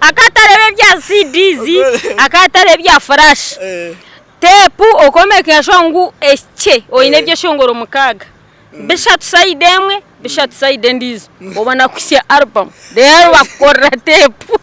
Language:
Nyankole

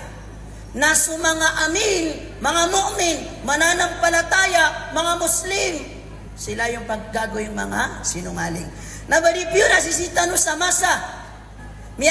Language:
Maranao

